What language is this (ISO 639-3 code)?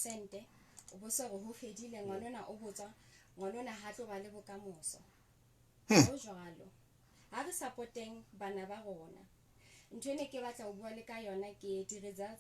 sot